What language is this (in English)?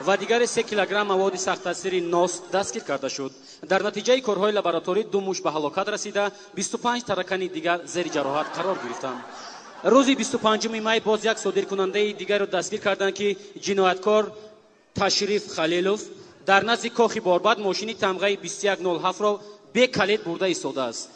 Tajik